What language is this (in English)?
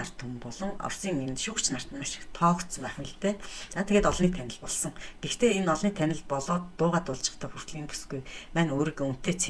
Mongolian